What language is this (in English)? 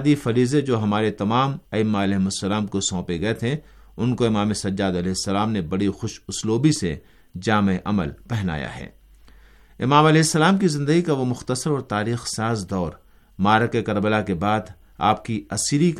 Urdu